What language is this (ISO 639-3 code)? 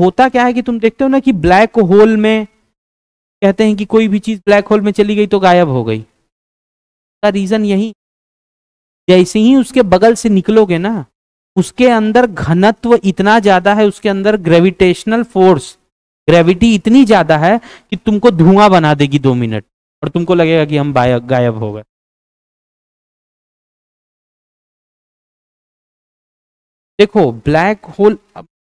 hin